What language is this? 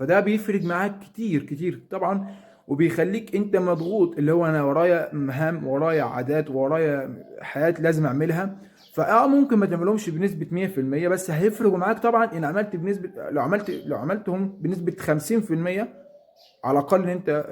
Egyptian Arabic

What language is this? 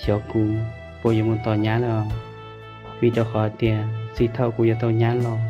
Hmong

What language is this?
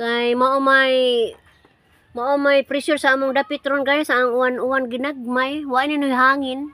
Cebuano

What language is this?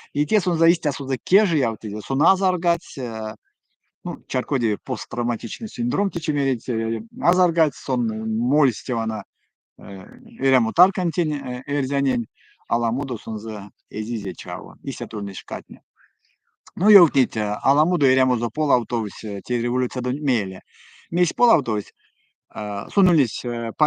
Erzya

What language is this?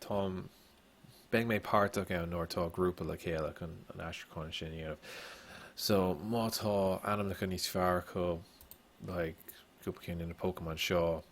Irish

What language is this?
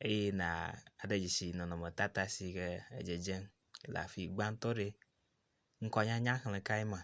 Ewe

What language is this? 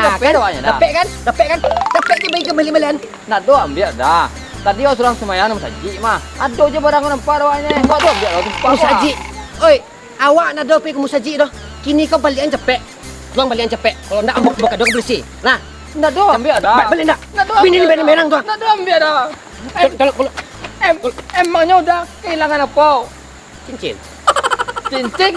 Minangkabau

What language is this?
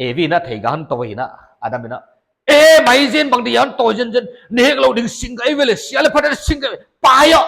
Paite Chin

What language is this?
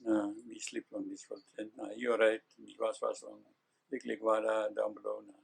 Tok Pisin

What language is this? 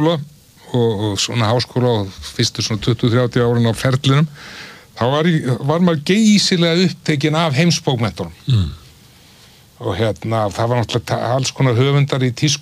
Icelandic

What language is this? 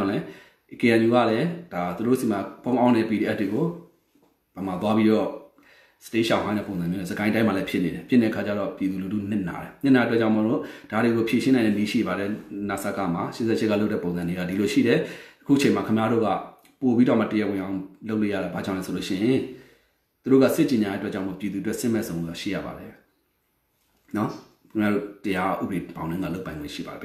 Burmese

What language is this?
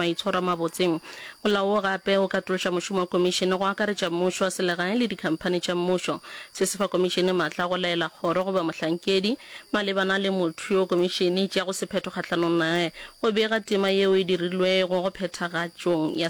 Northern Sotho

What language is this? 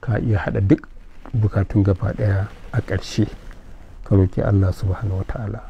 Hausa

